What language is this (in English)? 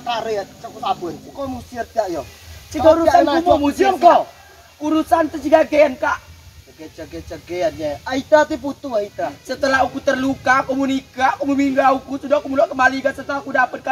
Rejang